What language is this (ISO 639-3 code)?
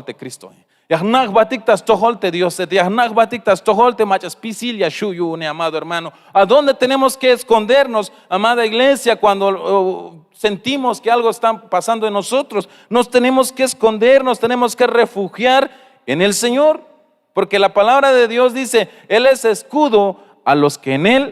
tzh